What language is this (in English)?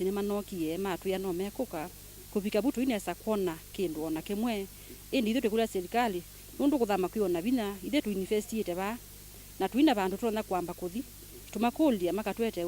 Kamba